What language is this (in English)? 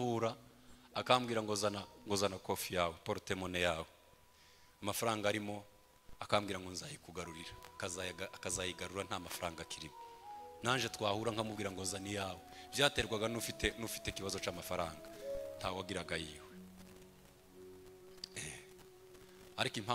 Kinyarwanda